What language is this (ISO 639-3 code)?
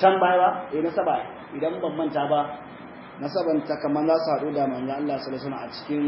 hau